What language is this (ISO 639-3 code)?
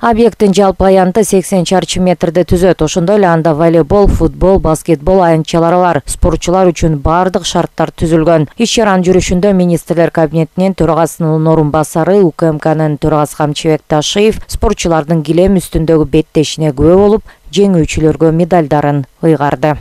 kir